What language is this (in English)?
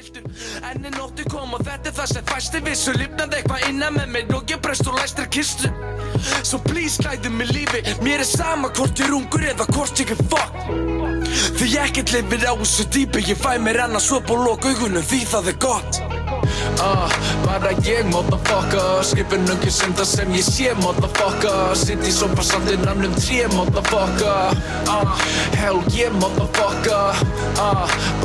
Icelandic